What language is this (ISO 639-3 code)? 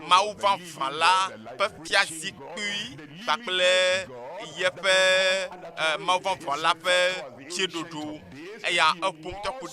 ewe